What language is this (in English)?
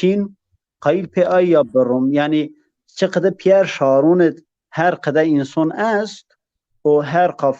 Zaza